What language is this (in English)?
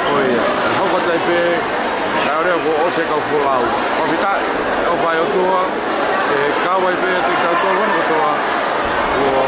Tongan